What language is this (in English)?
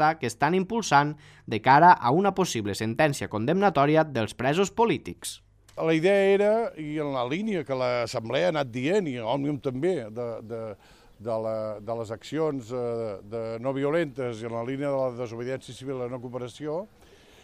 Catalan